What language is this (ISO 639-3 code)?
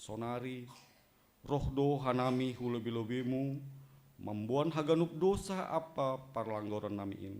bts